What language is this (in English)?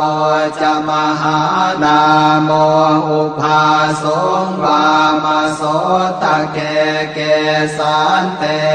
Pali